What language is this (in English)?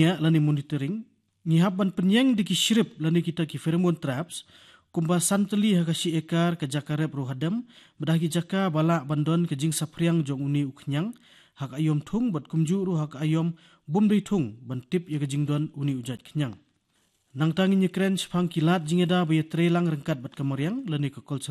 Khasi